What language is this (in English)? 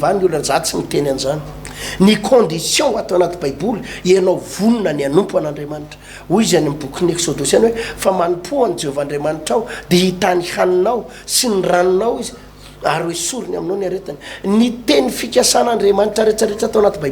Malagasy